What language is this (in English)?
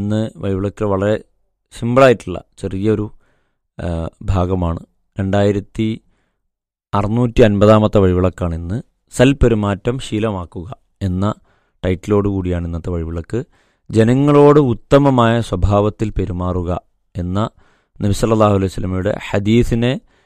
Malayalam